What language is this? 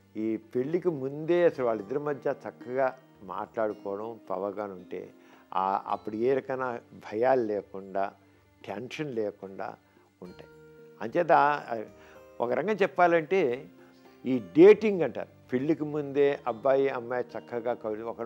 Telugu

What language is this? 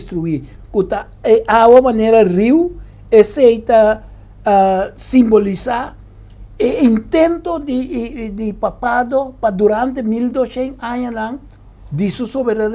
Papiamento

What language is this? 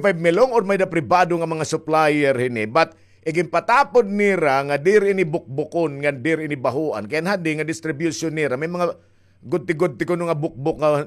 Waray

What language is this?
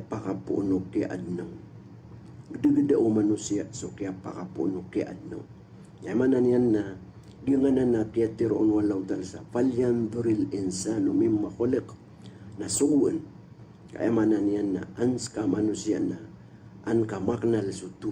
Maranao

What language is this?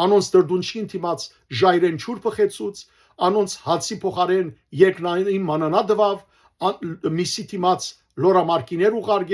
Western Armenian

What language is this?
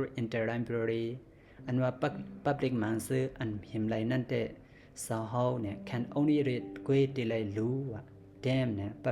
Shan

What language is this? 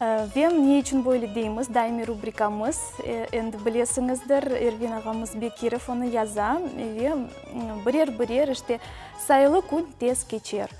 Crimean Tatar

